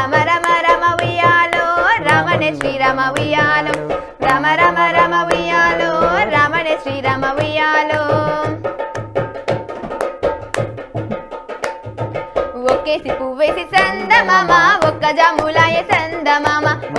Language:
Telugu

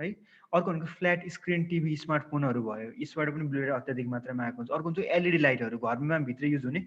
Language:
Nepali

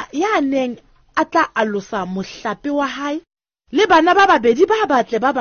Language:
Southern Sotho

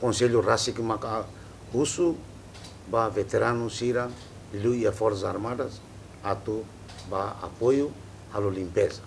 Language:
Tetum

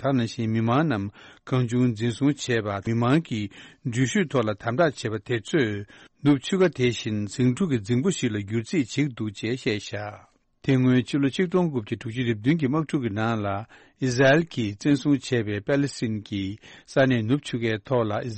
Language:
Tibetan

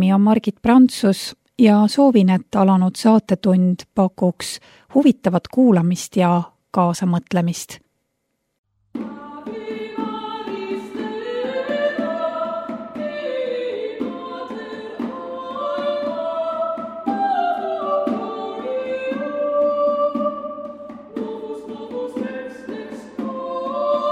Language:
Estonian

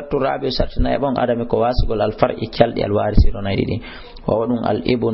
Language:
Fula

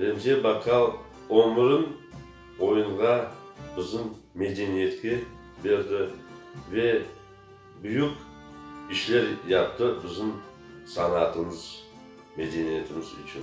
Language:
Crimean Tatar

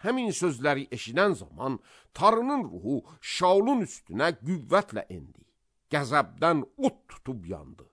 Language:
Azerbaijani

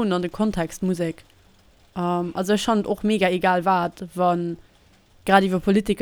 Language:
Luxembourgish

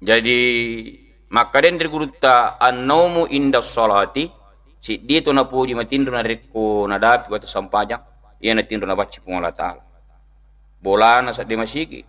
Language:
Buginese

